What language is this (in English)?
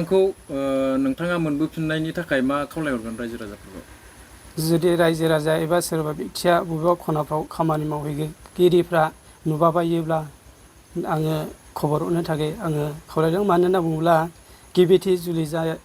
Bodo